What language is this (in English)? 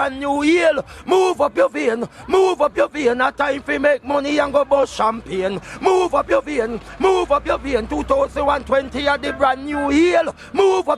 Jamaican Creole English